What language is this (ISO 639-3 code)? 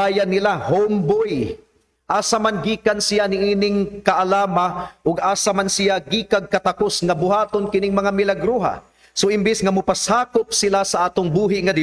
ceb